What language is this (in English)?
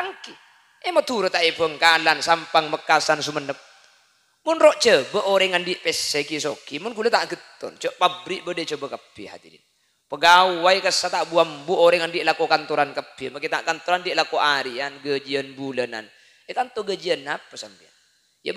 Madurese